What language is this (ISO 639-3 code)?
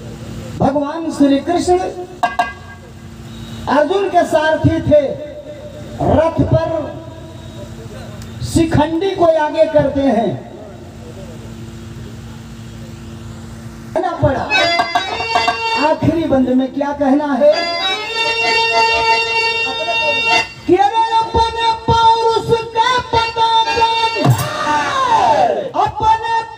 bho